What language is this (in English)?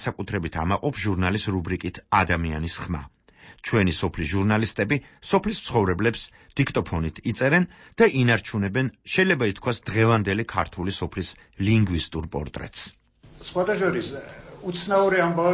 Georgian